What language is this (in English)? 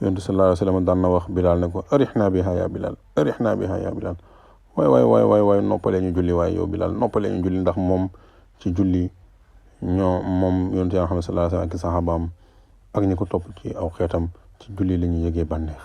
Wolof